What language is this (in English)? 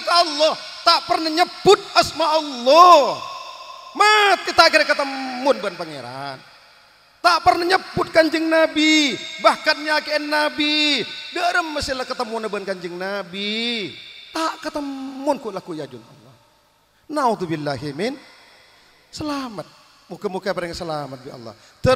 Madurese